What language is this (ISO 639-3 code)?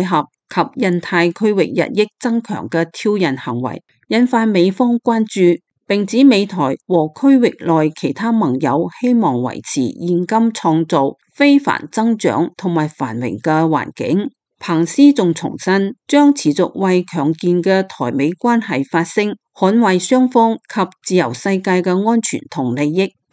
yue